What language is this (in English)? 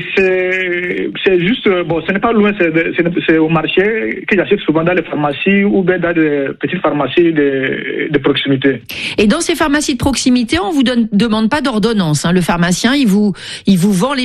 French